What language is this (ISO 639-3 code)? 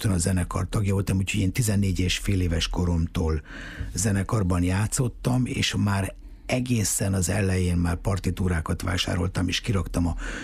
hun